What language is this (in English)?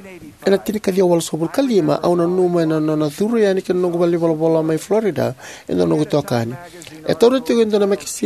Fijian